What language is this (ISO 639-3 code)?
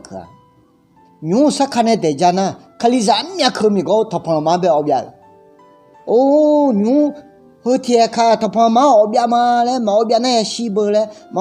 ahk